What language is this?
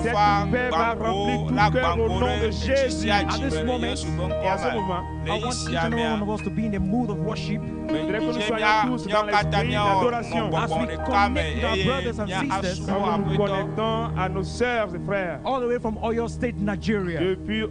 Ewe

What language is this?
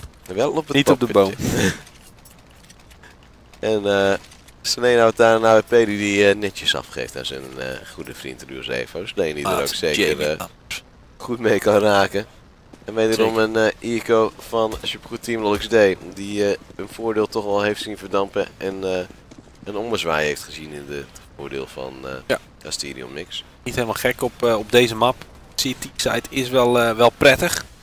Dutch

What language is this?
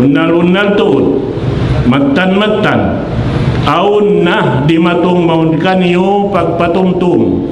Tausug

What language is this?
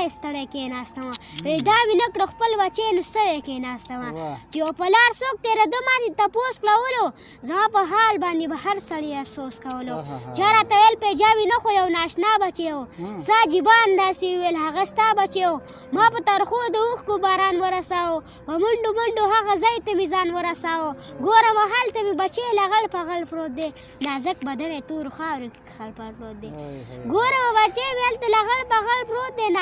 Pashto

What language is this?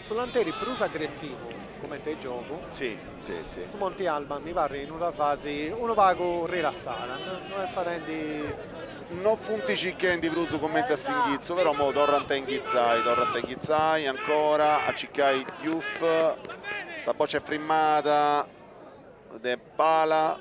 Sardinian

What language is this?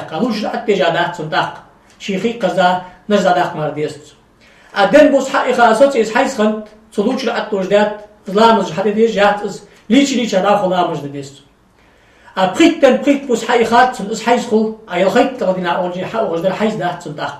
Ingush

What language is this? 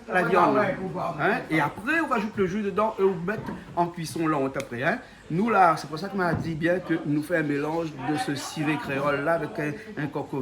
Réunion Creole French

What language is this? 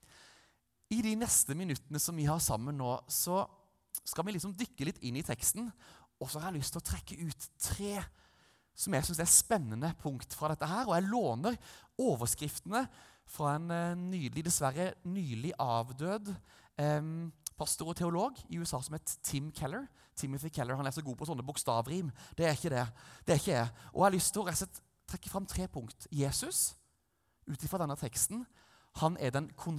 Norwegian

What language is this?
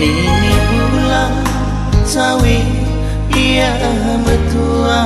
Batak Karo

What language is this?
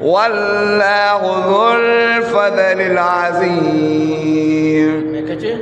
Adamawa Fulfulde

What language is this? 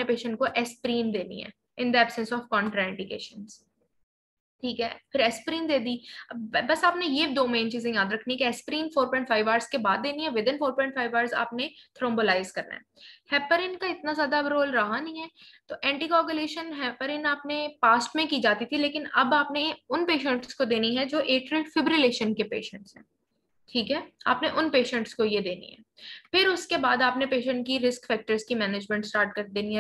Hindi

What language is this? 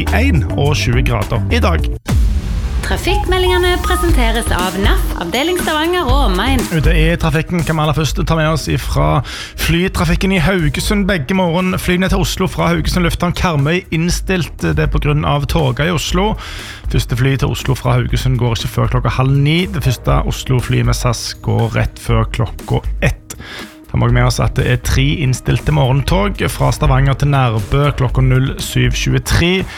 Norwegian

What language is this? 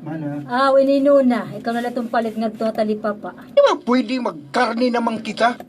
Waray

